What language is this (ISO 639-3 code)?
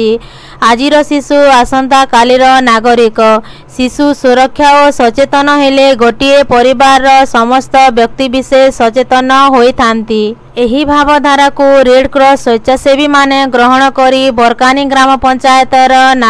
ori